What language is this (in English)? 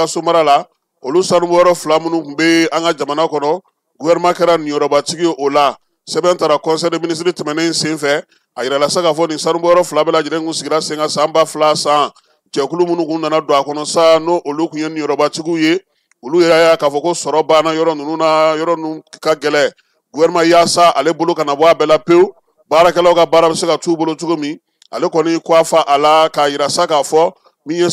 Bambara